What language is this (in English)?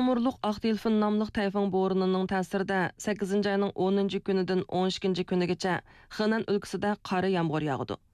Uyghur